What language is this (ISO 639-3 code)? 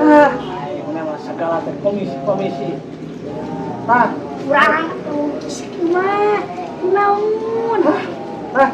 sun